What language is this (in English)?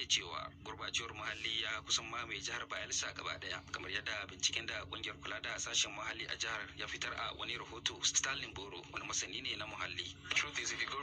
Hausa